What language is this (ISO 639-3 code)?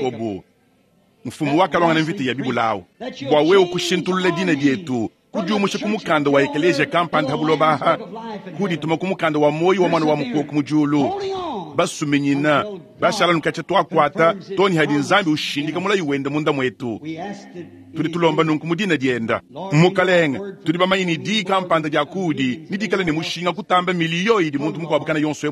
lua